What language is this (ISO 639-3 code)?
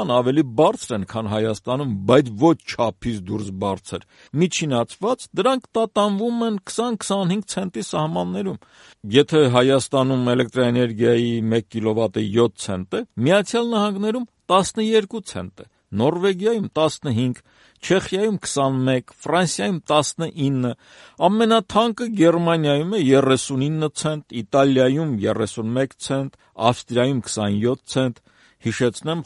hye